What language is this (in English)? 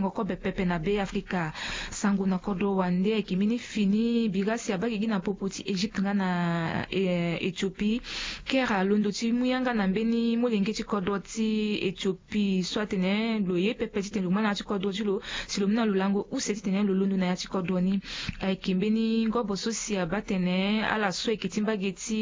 Sango